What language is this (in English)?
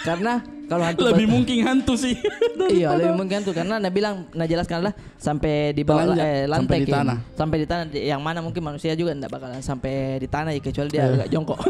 Makassar Malay